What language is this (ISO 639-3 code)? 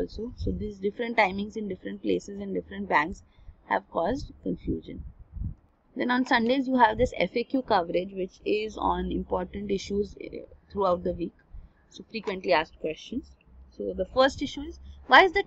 eng